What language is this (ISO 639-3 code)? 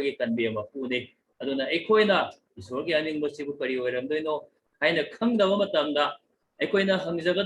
mni